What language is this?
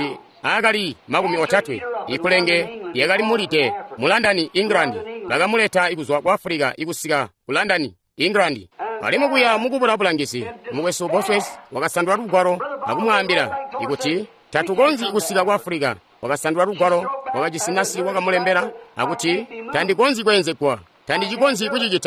Tonga (Zambia)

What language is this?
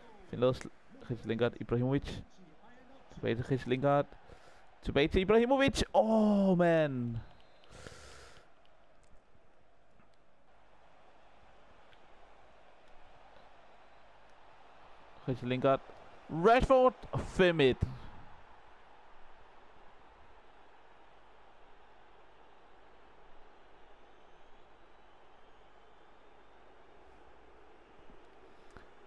Danish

